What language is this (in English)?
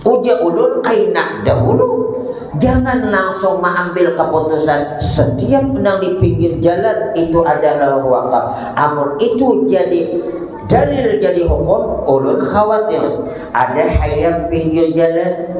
Banjar